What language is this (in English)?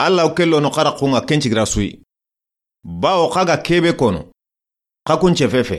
Soninke